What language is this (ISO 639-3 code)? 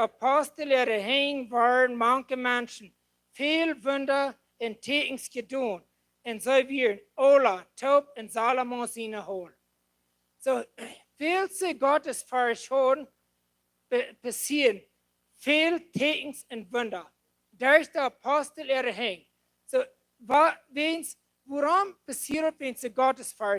pdt